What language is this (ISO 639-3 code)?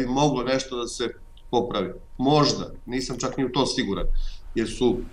srp